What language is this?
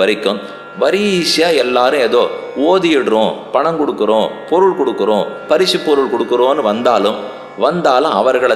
Tamil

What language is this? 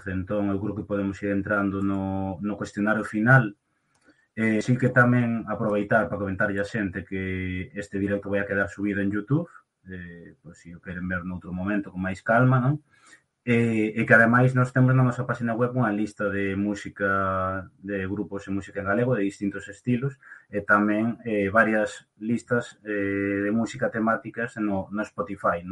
Galician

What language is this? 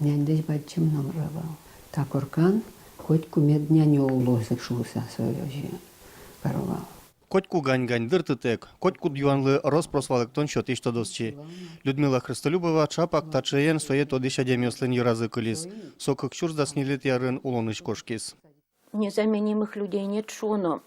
Udmurt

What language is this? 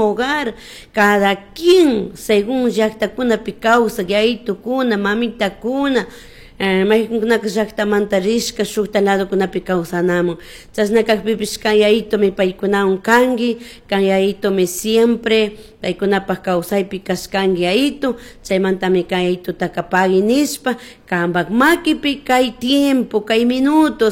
Chimborazo Highland Quichua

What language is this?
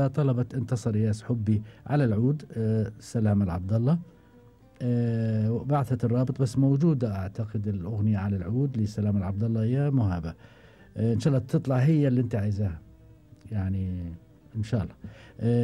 Gulf Arabic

